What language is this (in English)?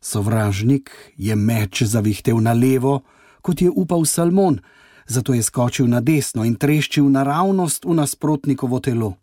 Slovenian